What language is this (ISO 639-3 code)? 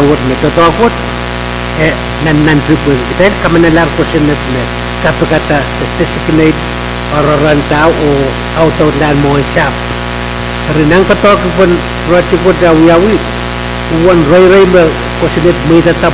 pon